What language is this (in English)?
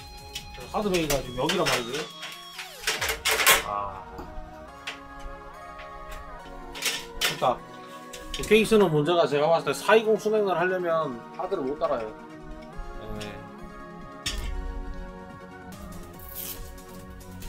Korean